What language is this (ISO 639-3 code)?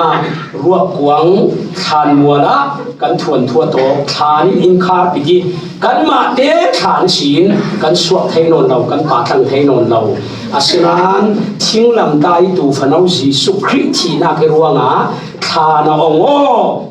cfm